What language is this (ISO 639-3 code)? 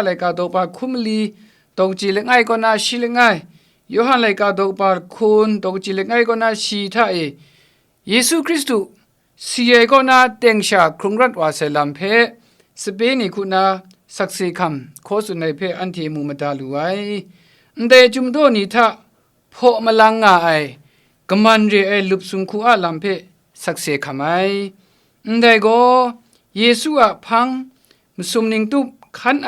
kac